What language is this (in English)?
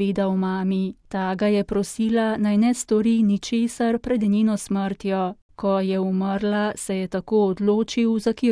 Slovenian